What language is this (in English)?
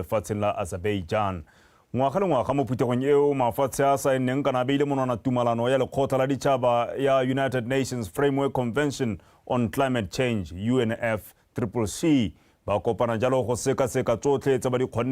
Tswana